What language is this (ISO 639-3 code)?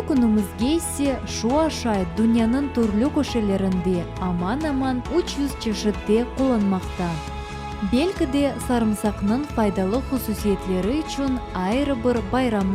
crh